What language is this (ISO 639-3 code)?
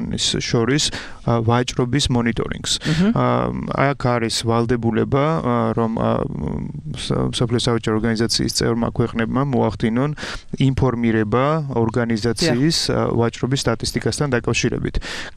kat